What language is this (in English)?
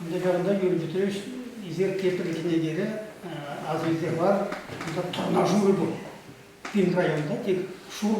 Chuvash